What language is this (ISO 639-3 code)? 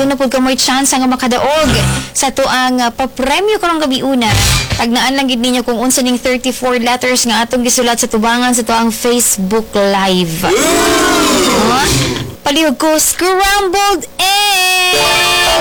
ceb